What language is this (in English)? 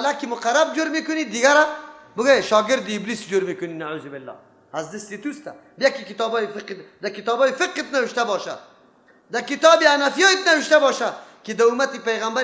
Persian